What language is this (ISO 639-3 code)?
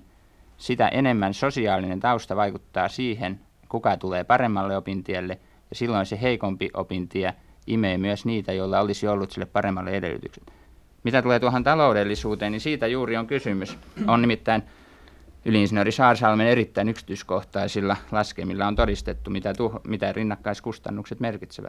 fin